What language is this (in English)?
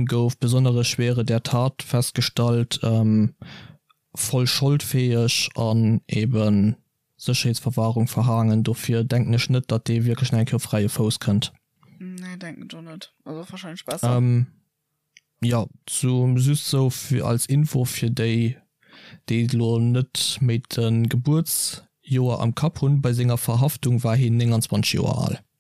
Luxembourgish